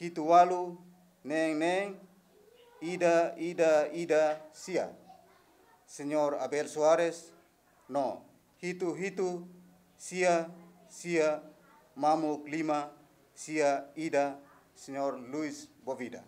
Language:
Tetum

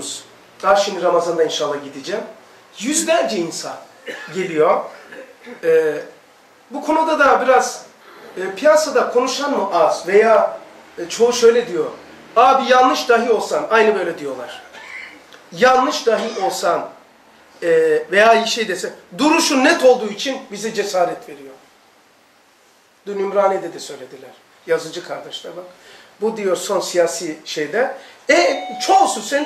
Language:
Turkish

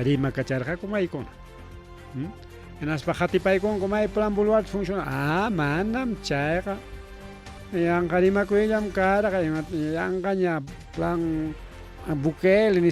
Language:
Ayacucho Quechua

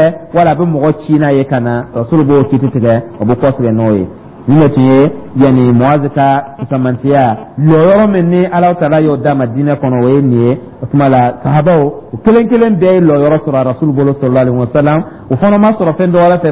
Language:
Dyula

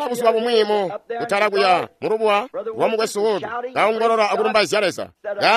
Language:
Tonga (Zambia)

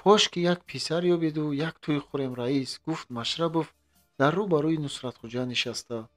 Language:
Tajik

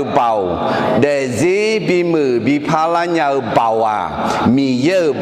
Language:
Akha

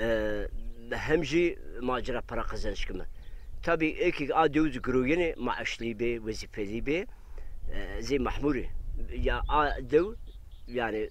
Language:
Zaza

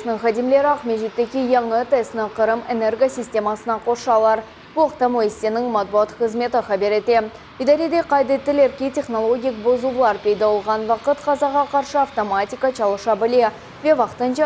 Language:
Crimean Tatar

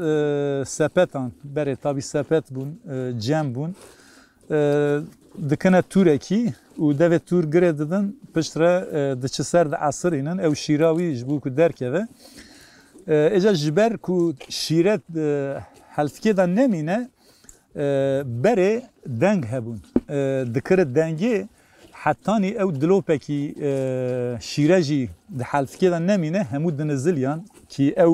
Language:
Kurdish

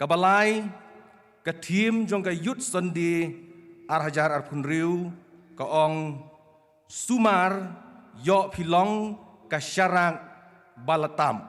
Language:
Khasi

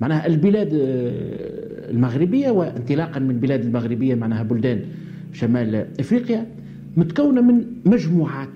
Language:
Tunisian Arabic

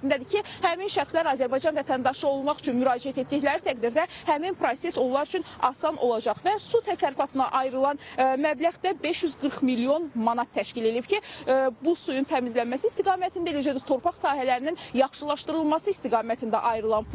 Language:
Azerbaijani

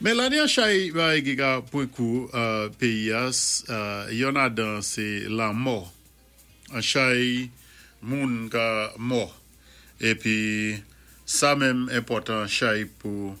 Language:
Saint Lucian Creole French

